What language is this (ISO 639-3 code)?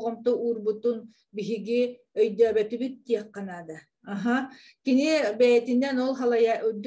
sah